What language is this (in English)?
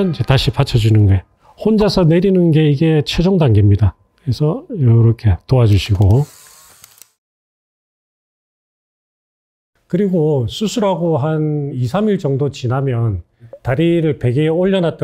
Korean